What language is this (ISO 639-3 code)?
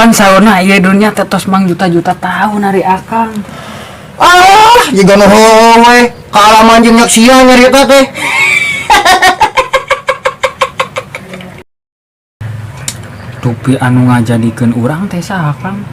sun